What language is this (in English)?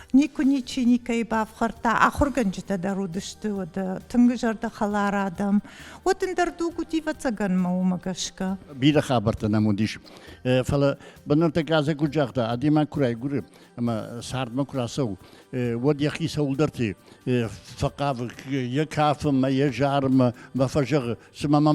Ossetic